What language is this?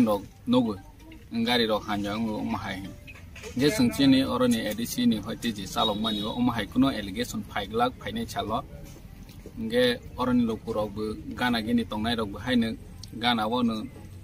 Kok Borok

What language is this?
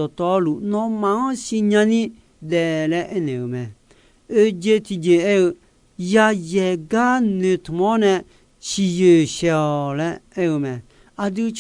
Akha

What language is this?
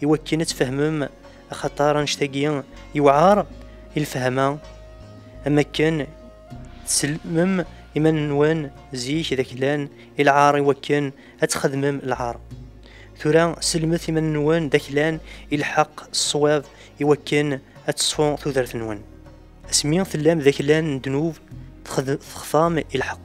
Kabyle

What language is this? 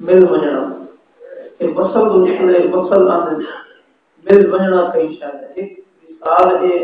Saraiki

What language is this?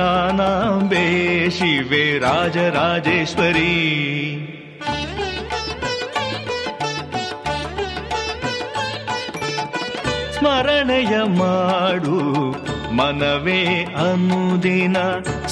Kannada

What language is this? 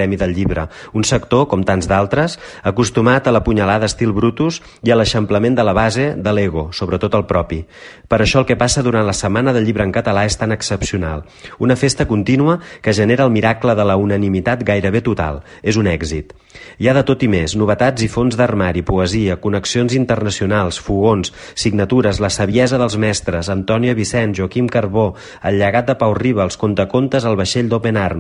Catalan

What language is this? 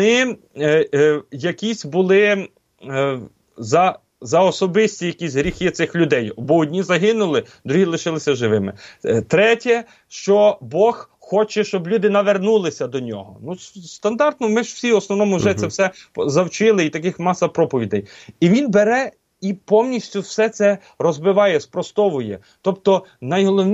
Ukrainian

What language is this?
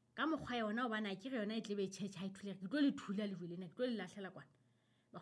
Southern Sotho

